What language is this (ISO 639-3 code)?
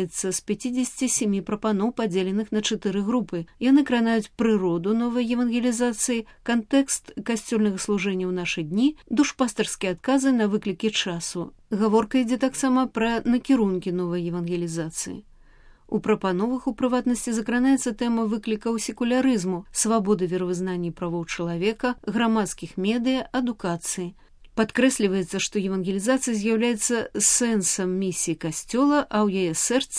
bel